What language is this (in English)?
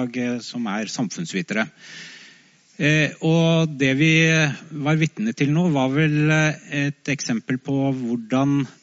Norwegian